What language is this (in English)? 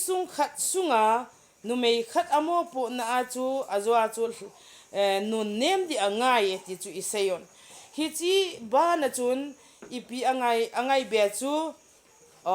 Thado Chin